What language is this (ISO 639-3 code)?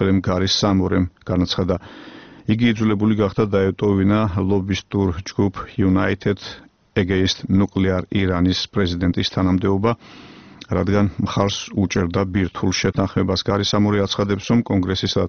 kat